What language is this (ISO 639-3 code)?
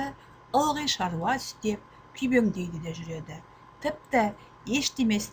kaz